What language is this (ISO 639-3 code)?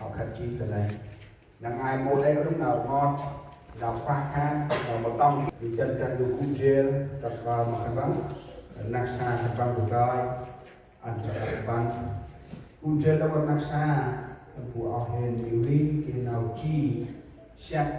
cmo